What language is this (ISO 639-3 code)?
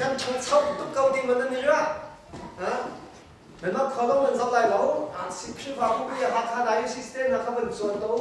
cnh